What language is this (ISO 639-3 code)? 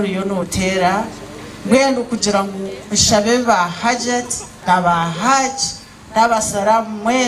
nyn